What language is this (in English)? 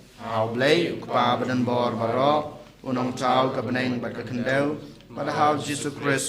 Khasi